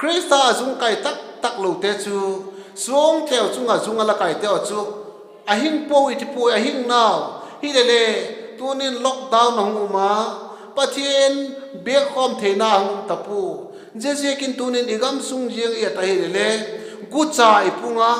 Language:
Vaiphei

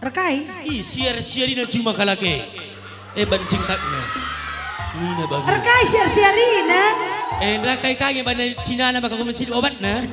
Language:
Batak Karo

